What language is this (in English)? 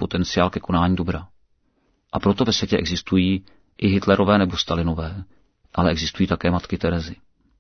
Czech